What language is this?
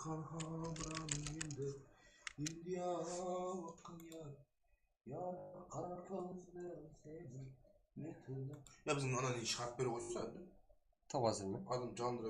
Kara-Kalpak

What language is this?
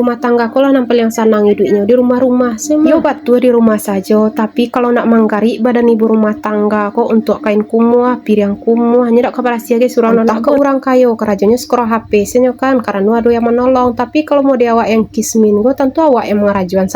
Minangkabau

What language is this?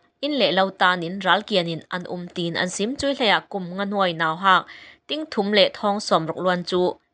Falam Chin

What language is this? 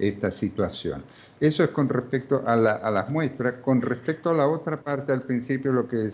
Spanish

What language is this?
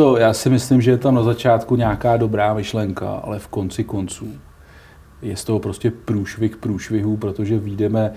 Czech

